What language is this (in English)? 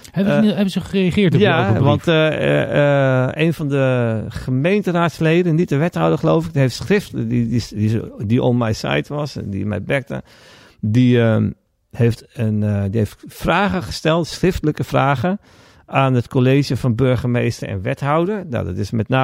Dutch